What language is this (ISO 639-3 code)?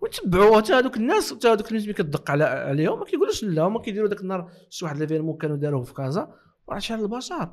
ary